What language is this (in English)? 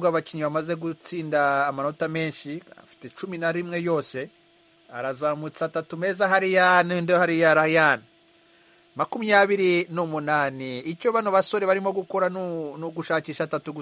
Kinyarwanda